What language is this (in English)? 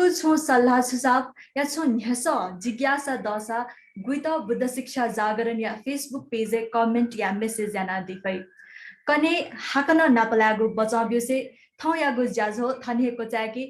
Newari